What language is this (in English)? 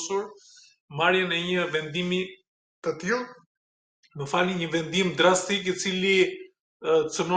Albanian